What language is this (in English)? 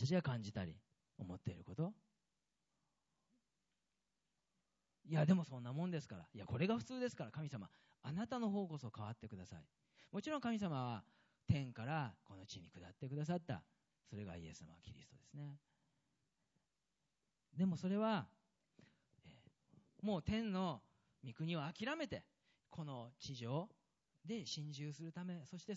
Japanese